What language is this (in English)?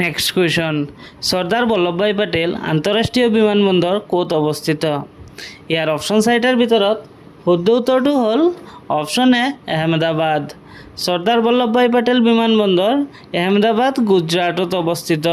Assamese